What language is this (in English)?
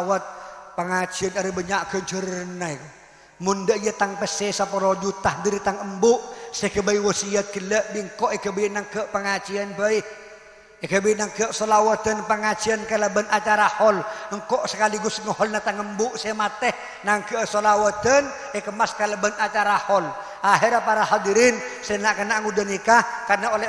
Madurese